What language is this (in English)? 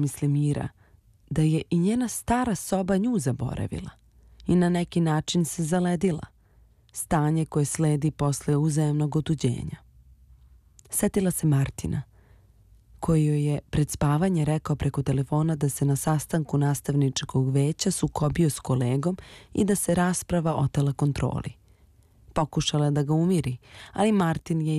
Serbian